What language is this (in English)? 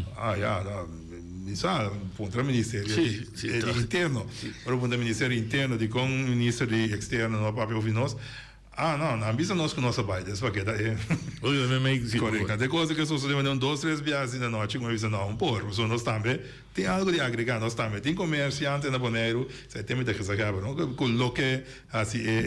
Papiamento